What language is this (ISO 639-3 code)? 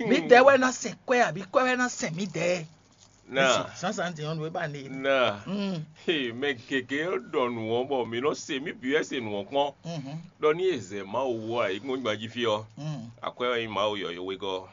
fon